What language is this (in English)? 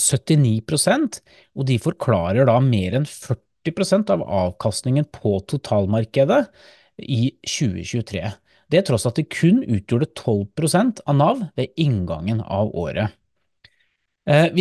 Norwegian